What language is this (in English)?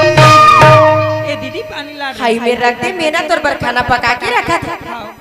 Chhattisgarhi